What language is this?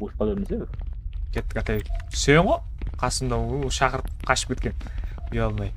Kara-Kalpak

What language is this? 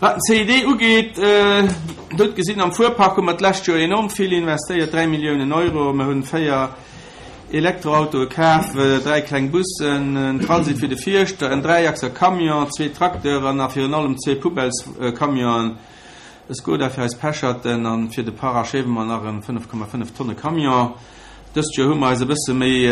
Luxembourgish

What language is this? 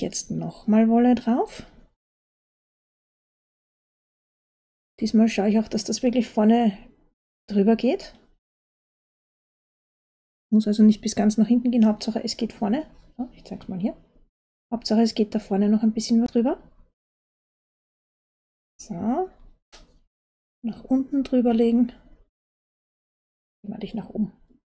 German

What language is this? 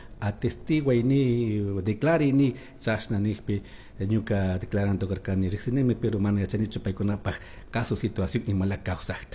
Chimborazo Highland Quichua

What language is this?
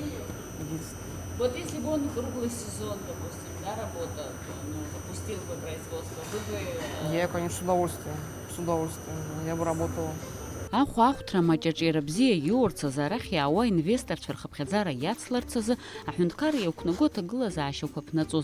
Abkhazian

